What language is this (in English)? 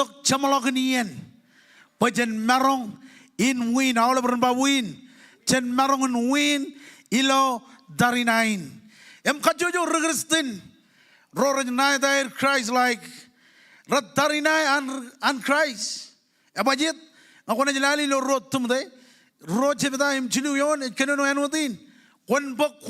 Marshallese